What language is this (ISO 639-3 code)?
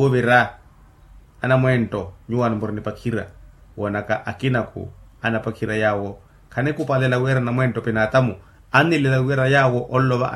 vmw